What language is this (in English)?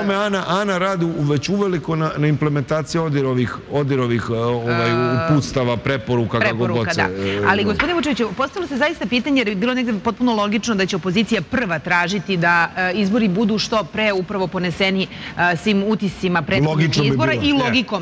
Serbian